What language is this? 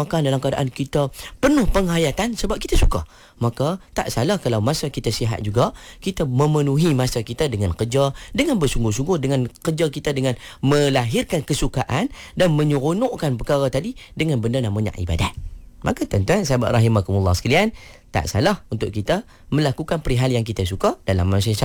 Malay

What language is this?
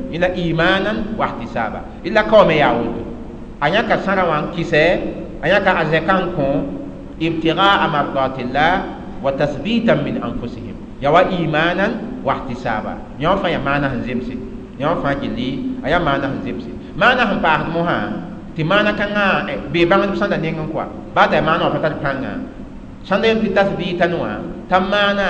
Mossi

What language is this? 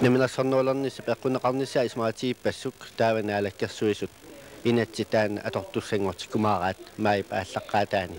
Kalaallisut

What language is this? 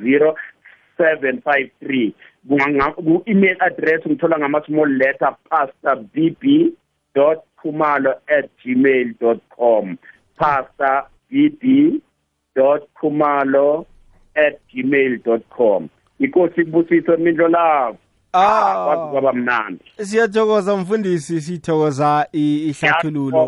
South Ndebele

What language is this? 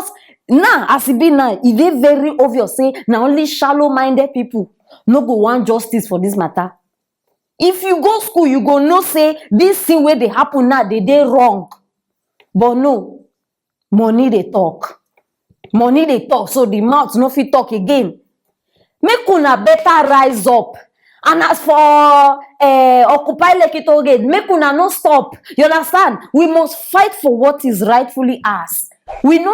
Nigerian Pidgin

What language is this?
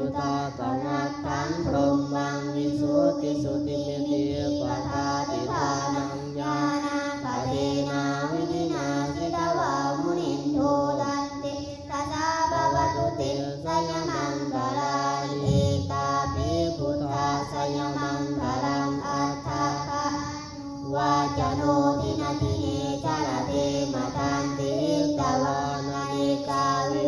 Pali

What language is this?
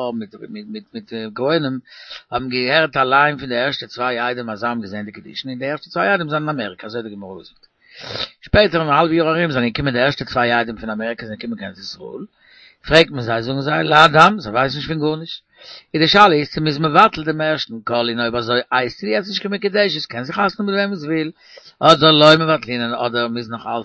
Yiddish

